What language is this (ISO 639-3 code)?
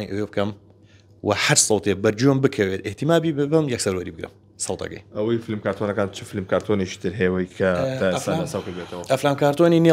ckb